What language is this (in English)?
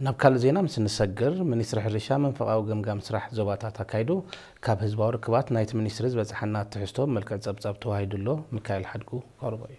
Tigrinya